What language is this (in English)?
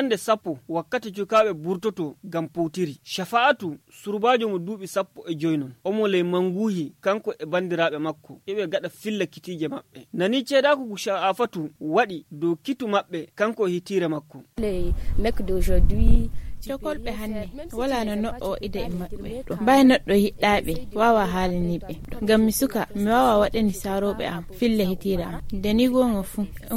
Nigerian Fulfulde